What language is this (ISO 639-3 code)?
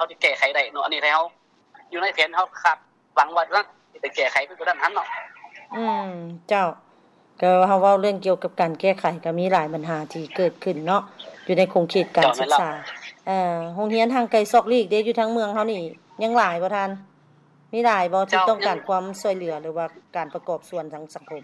lao